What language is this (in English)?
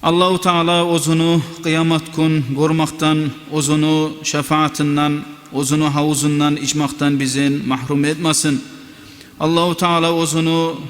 Kumyk